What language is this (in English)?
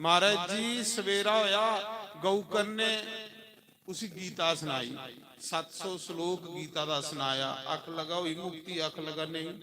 Dogri